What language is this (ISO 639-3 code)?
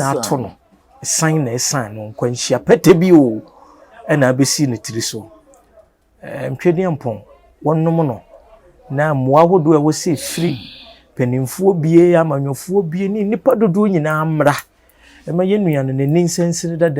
aka